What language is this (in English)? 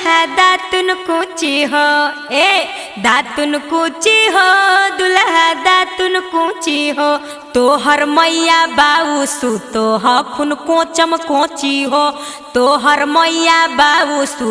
Magahi